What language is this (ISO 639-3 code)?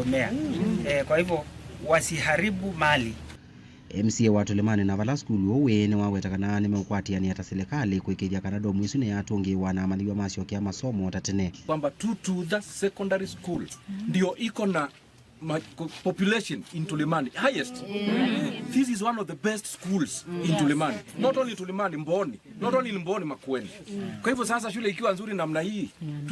kam